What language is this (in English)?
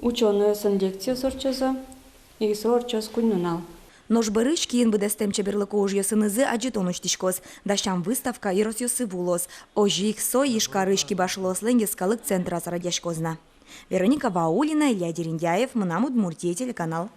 Udmurt